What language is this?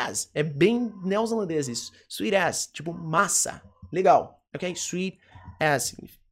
Portuguese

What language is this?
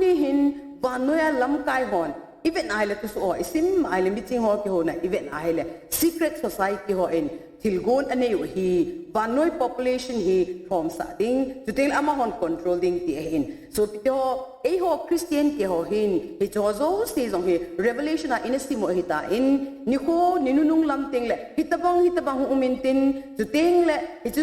Thado Chin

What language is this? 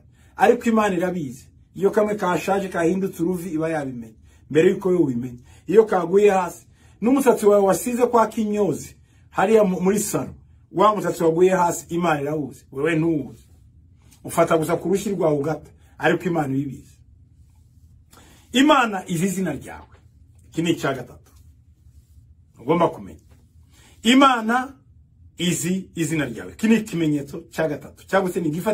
Kinyarwanda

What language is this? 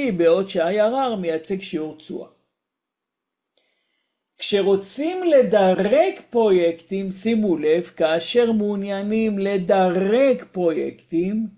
Hebrew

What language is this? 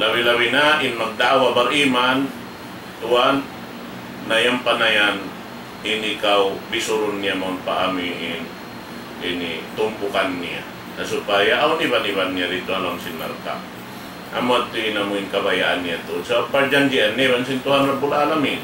Tausug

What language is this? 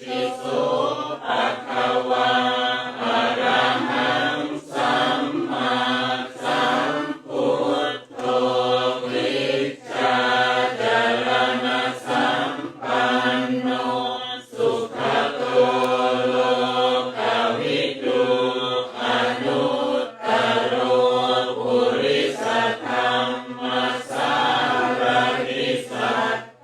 Pali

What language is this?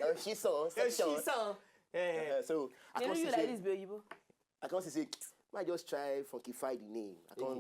Nigerian Pidgin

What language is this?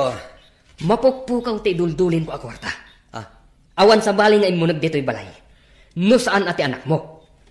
Iloko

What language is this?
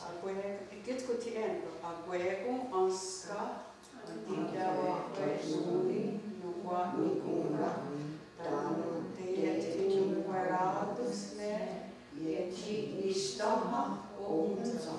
Mohawk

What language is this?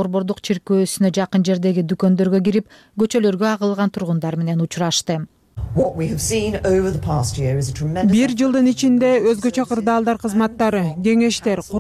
Kyrgyz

